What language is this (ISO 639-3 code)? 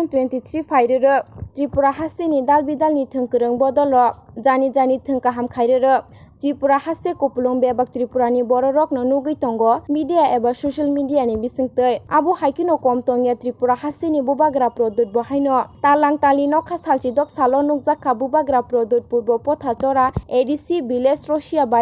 trp